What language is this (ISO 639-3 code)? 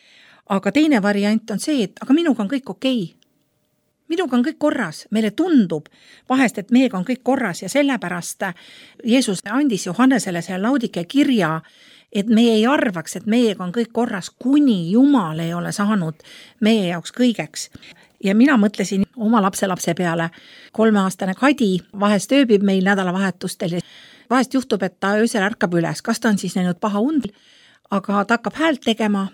est